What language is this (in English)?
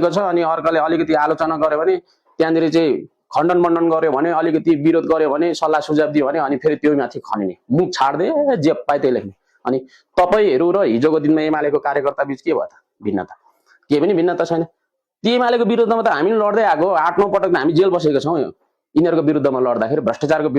Nepali